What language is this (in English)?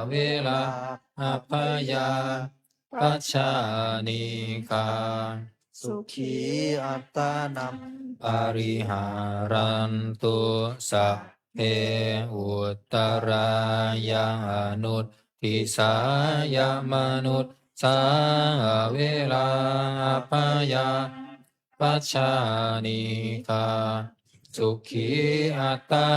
Pali